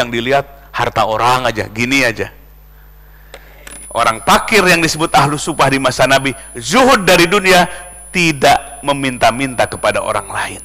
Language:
Indonesian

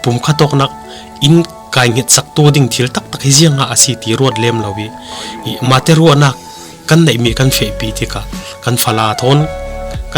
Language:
Falam Chin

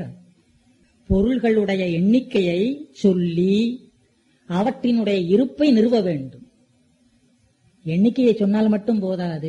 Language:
Tamil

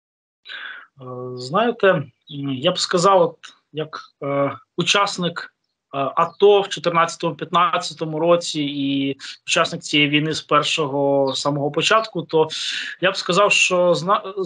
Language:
Ukrainian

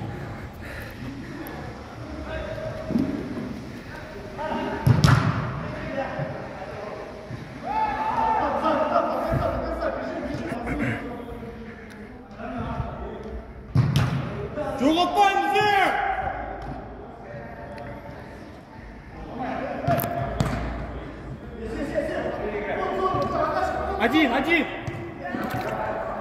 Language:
Kazakh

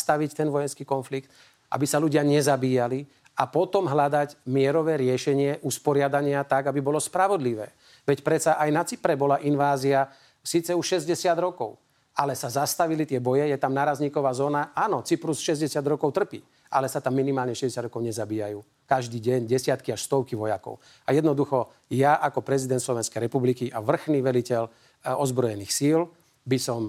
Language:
Slovak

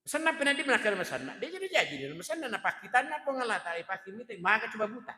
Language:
Buginese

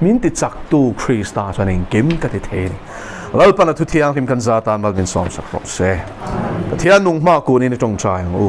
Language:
Mizo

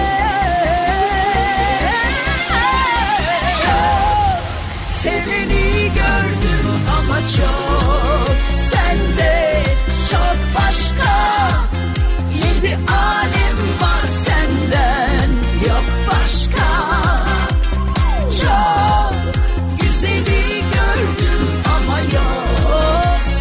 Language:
Turkish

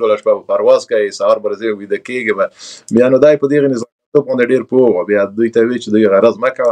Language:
Pashto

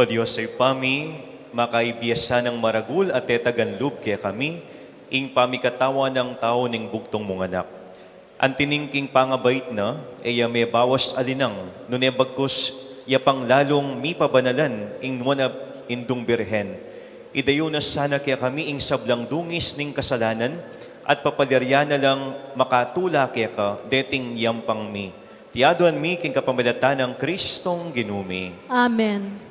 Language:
Pampanga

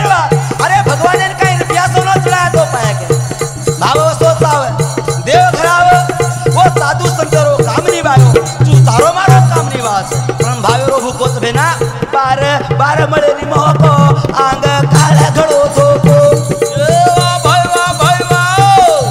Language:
Lambadi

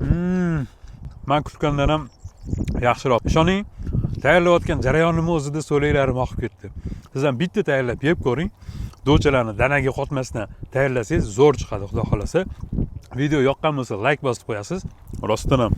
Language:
Uzbek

